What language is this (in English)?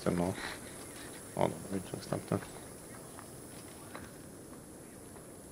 Polish